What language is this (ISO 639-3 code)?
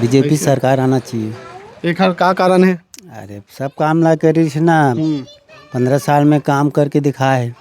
hne